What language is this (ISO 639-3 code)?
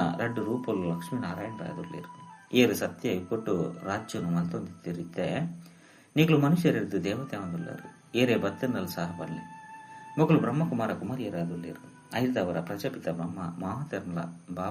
tcy